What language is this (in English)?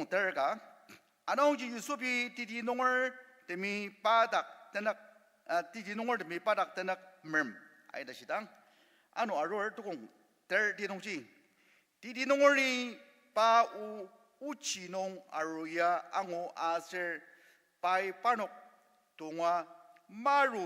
Ao Naga